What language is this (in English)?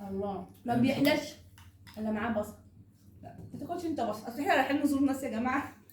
Egyptian Arabic